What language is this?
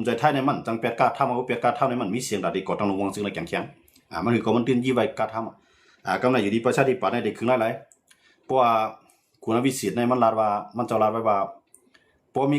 Shan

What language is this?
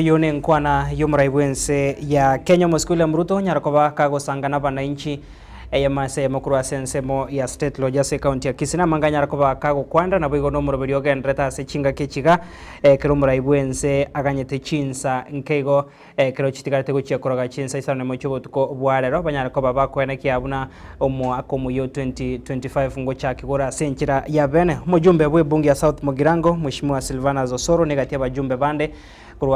Gusii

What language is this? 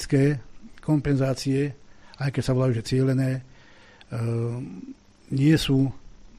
Slovak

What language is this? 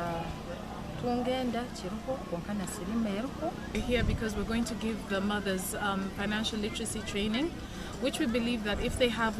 Nyankole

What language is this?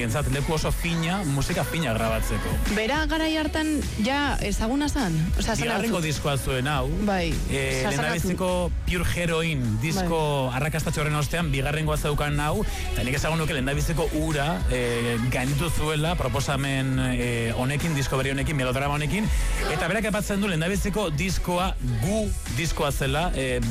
Basque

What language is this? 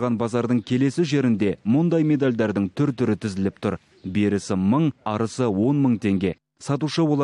Kazakh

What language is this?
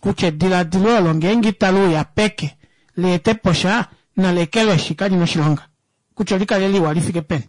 Kuanyama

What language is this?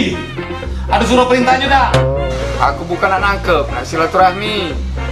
Musi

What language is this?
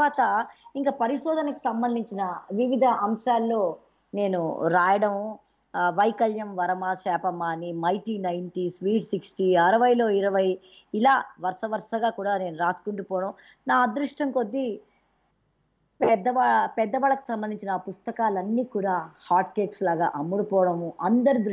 Telugu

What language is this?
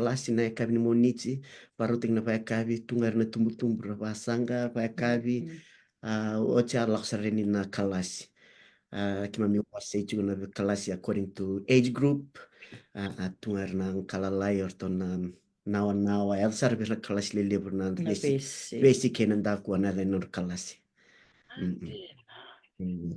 Fijian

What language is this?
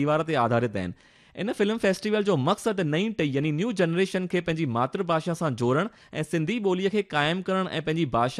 Sindhi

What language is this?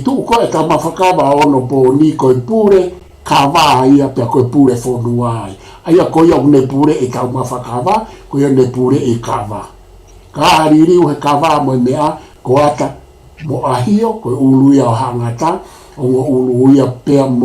Tongan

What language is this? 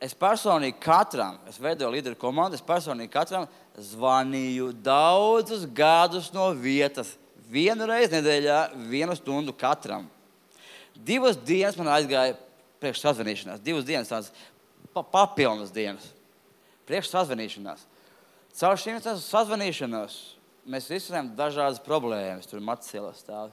Latvian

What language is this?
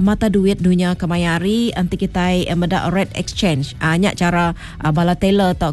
Iban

